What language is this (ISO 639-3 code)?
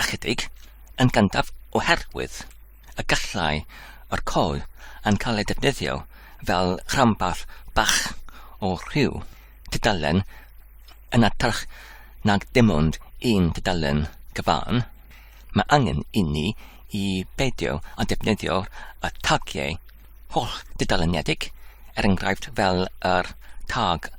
cym